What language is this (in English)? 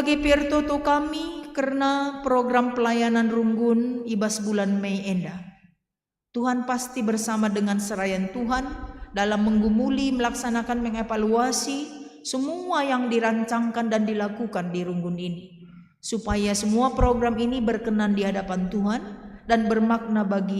Batak Karo